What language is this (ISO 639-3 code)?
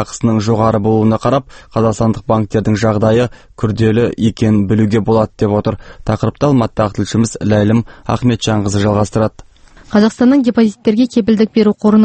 kaz